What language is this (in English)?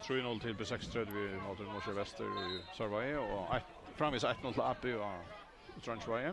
Faroese